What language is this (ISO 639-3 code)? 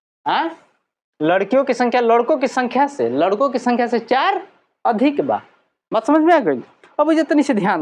bho